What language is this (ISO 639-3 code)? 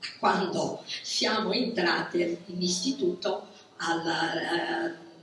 ita